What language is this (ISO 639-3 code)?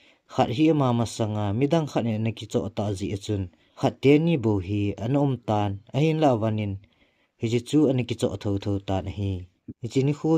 tcz